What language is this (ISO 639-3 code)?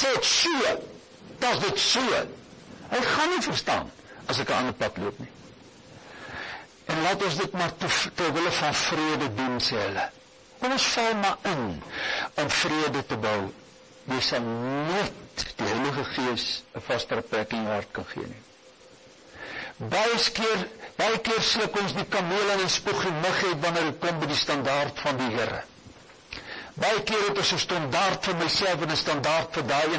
afr